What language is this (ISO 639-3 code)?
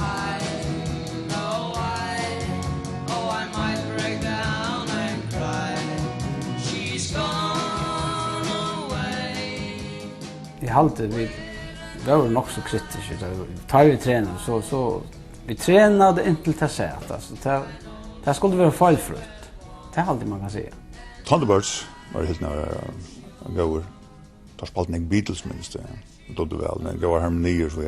fao